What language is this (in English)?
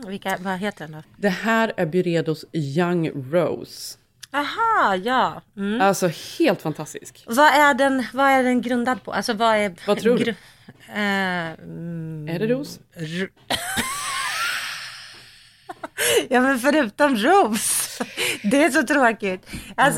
Swedish